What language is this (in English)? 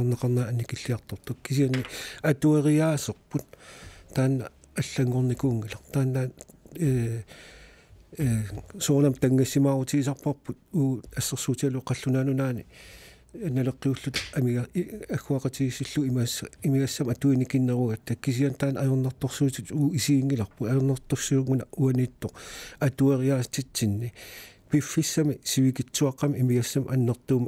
Kalaallisut